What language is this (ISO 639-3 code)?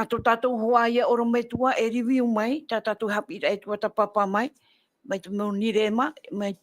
tah